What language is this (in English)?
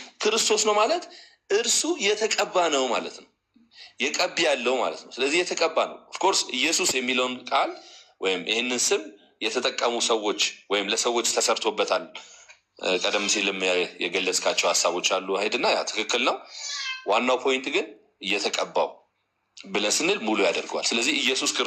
Amharic